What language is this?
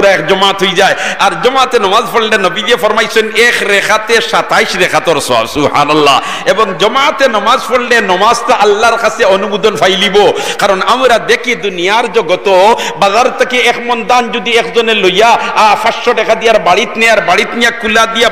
Sylheti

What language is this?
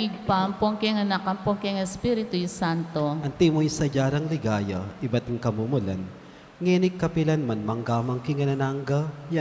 Pampanga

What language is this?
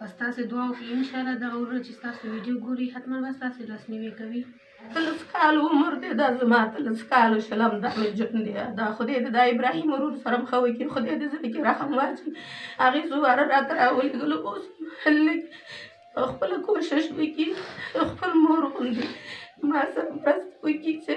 Pashto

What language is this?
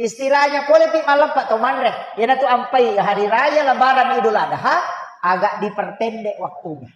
Buginese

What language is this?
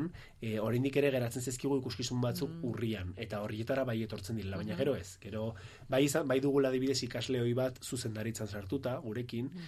Basque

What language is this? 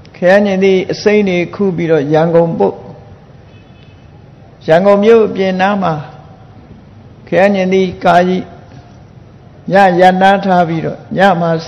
Burmese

